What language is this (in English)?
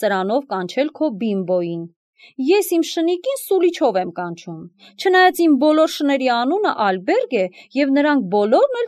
Armenian